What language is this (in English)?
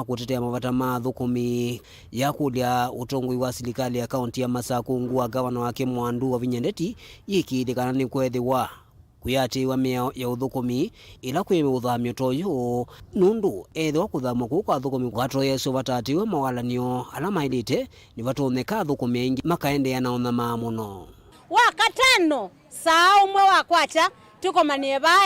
Kamba